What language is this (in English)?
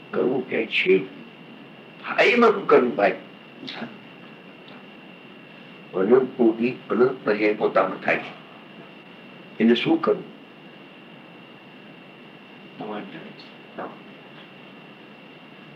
Gujarati